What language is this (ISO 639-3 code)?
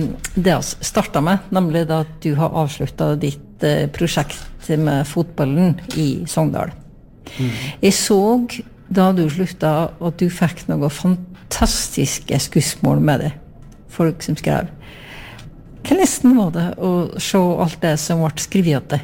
nor